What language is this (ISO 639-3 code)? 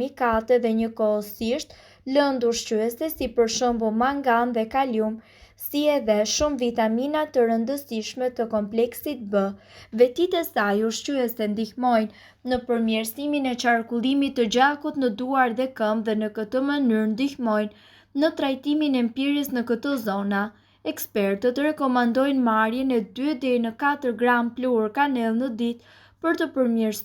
sqi